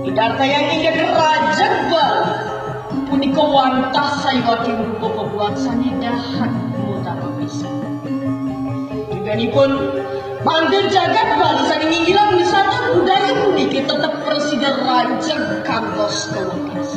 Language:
Balinese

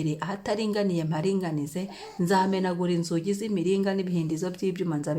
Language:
Kinyarwanda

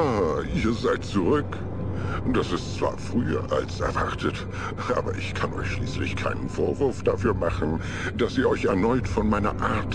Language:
German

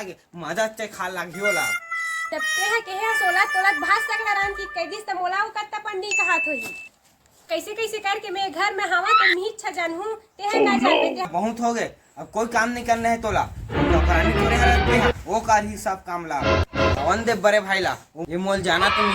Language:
Chhattisgarhi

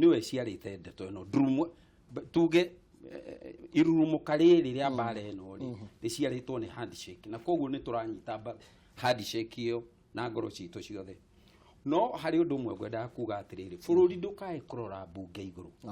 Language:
Kikuyu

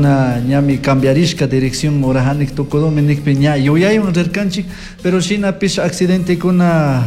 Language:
Chimborazo Highland Quichua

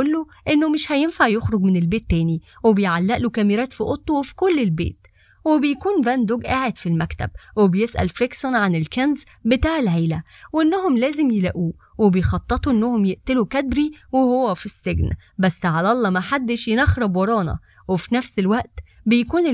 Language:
Egyptian Arabic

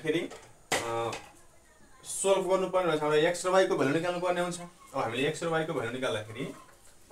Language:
Nepali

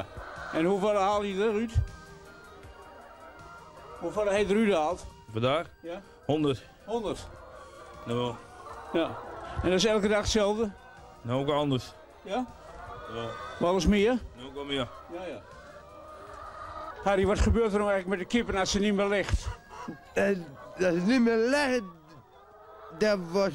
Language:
Dutch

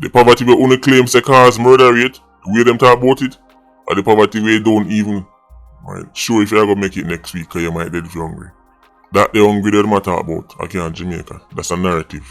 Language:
Jamaican Creole English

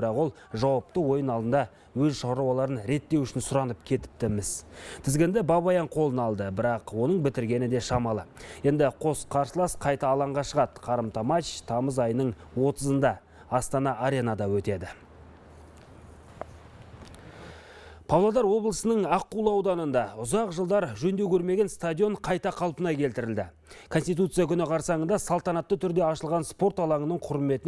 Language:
Kazakh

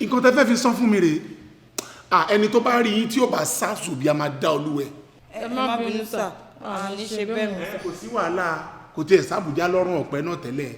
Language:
Yoruba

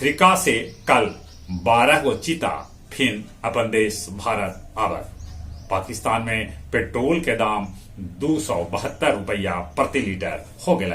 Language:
Magahi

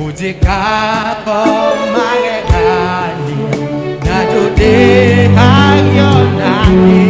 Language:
Kikuyu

